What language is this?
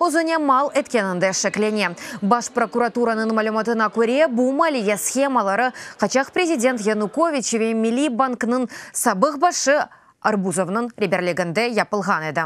Crimean Tatar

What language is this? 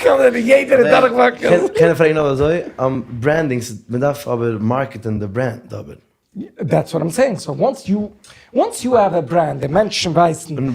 Yiddish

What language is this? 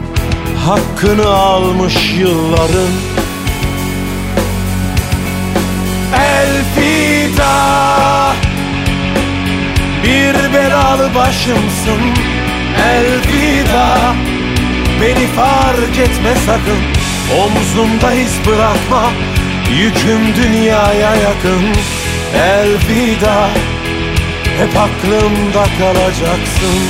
Turkish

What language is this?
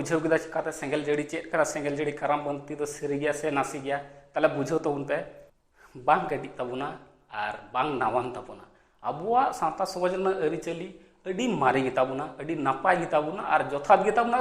Santali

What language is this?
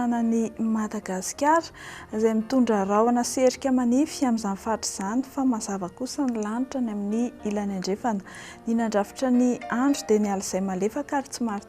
Malagasy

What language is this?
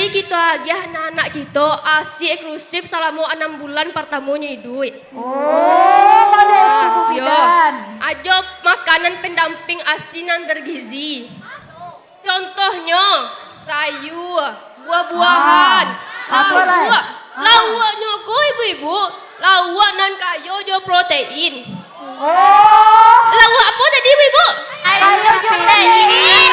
Minangkabau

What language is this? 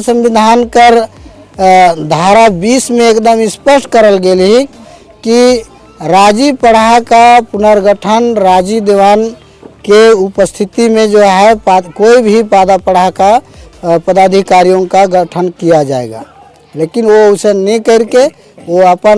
Sadri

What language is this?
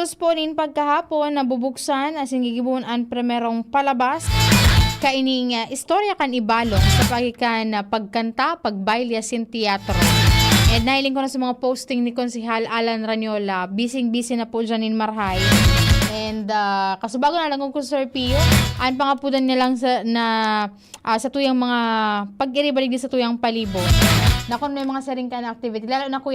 Bikol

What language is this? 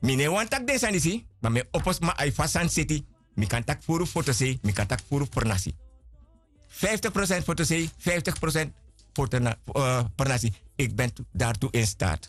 Sranan Tongo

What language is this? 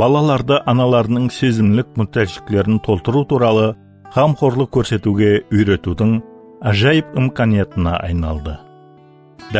Kara-Kalpak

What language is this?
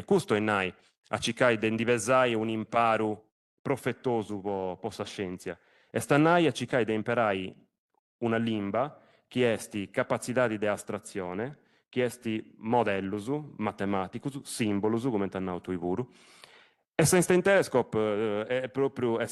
Sardinian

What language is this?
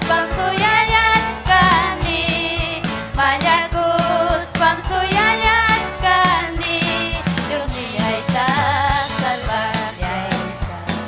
Ayacucho Quechua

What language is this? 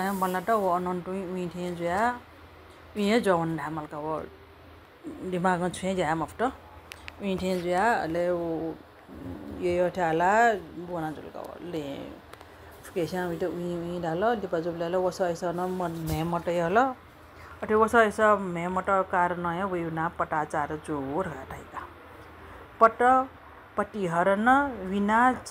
Newari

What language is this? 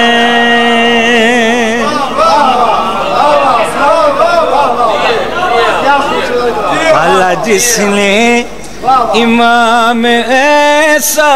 Western Panjabi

